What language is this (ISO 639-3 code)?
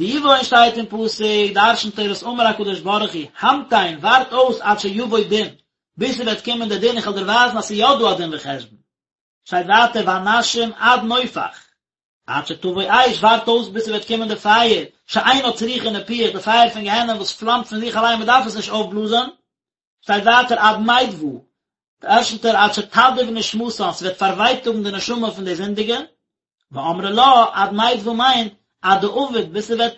yid